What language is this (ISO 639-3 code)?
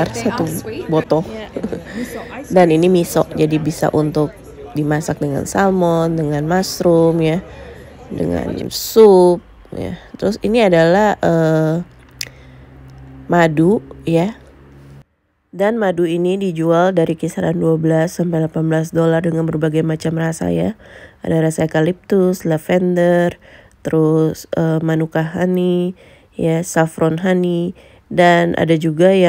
ind